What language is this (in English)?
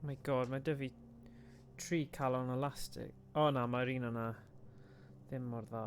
Welsh